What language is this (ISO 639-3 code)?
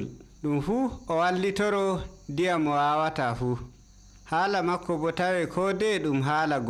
fuv